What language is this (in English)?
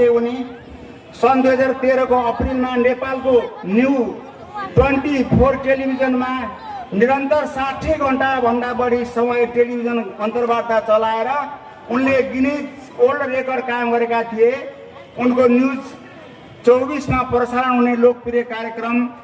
Nepali